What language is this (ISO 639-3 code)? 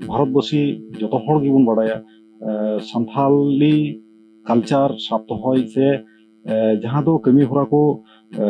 sat